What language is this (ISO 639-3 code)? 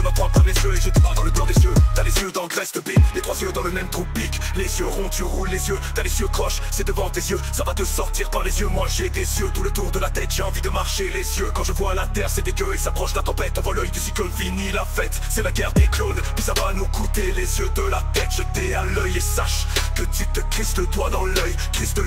fra